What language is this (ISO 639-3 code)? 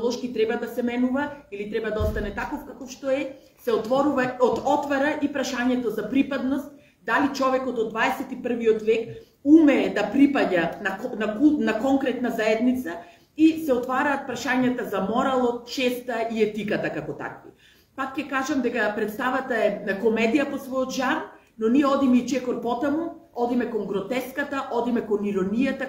mkd